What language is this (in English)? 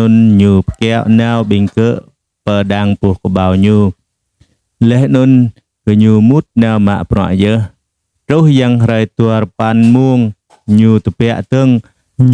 Jarai